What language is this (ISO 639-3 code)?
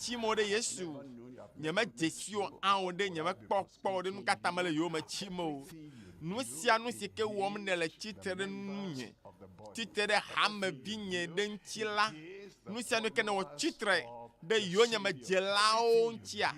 ewe